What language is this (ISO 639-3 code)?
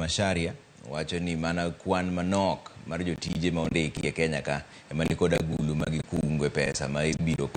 luo